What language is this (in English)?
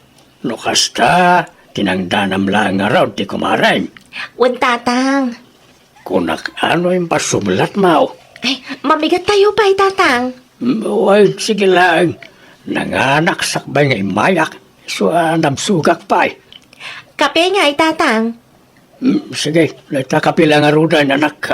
Iloko